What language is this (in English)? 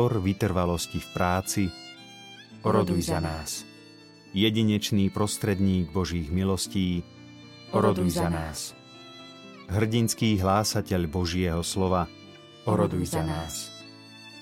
Slovak